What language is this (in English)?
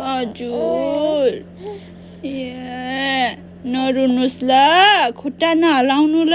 Nepali